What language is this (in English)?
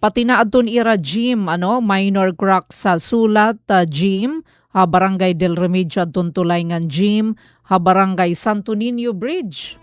Waray